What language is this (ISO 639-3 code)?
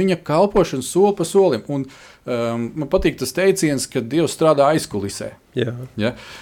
lav